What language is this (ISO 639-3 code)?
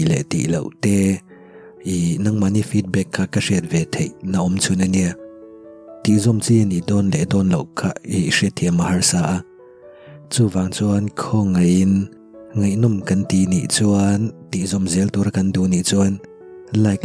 lus